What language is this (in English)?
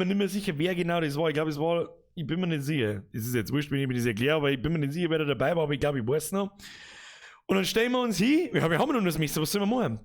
Bavarian